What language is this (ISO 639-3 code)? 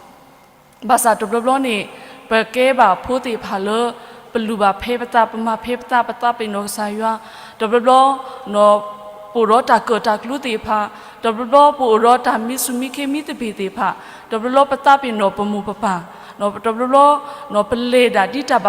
ksw